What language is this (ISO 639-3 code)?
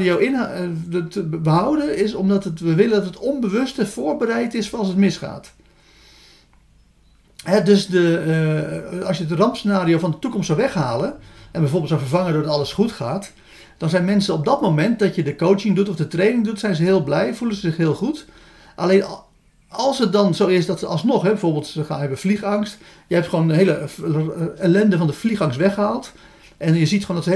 nld